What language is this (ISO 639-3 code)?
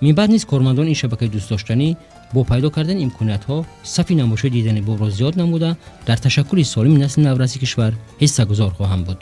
tgk